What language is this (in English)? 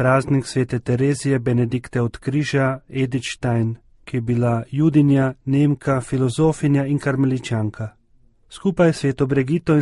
Slovenian